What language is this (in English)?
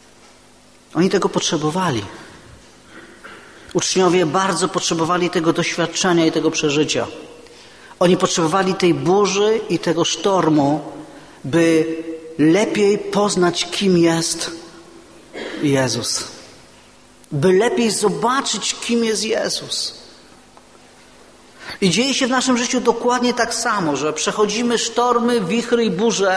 Polish